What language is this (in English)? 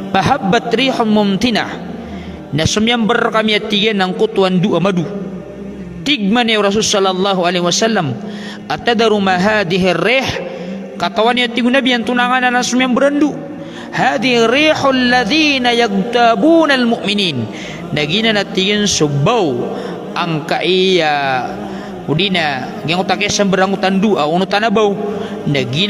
Maranao